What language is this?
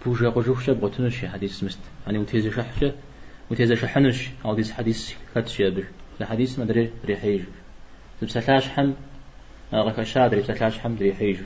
Kabardian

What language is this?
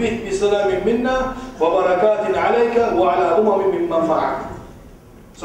Kumyk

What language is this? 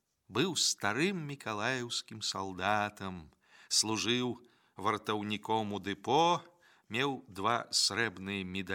Belarusian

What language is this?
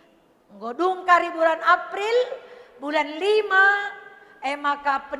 Batak Karo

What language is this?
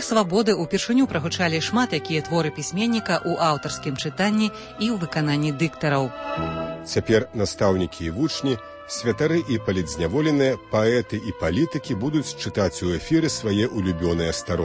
Belarusian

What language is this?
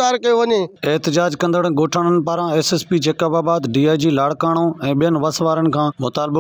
Sindhi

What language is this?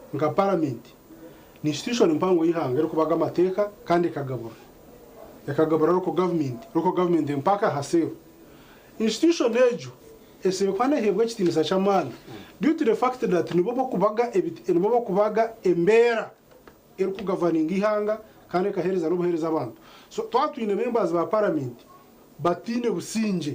Nyankole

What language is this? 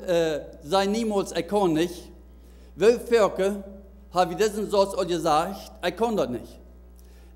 Plautdietsch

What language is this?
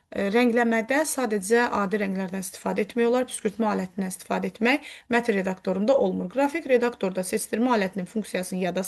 Azerbaijani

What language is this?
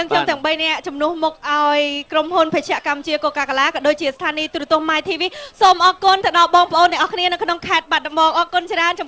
Khmer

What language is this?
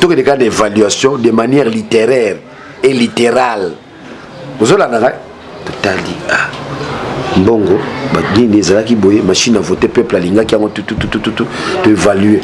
Lingala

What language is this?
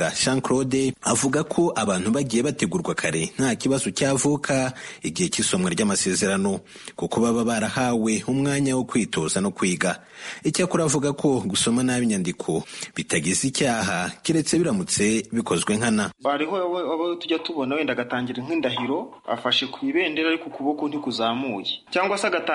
Kinyarwanda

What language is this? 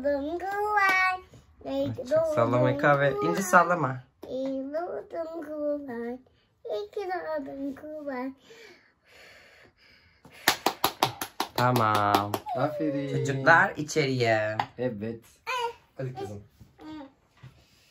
Turkish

